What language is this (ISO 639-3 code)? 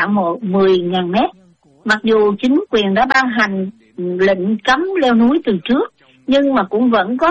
vie